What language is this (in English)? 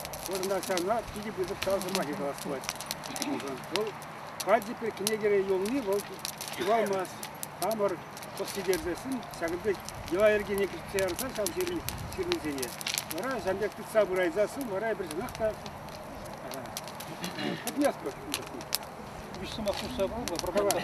Chuvash